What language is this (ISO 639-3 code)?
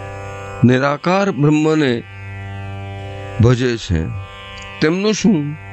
guj